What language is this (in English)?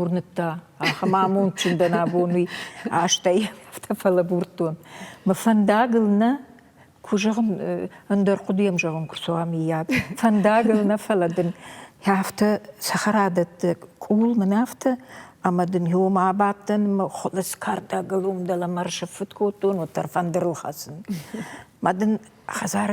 Ossetic